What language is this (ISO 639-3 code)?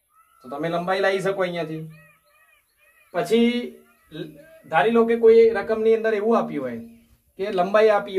guj